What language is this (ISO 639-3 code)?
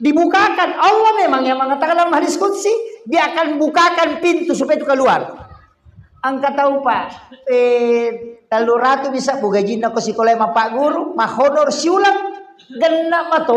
bug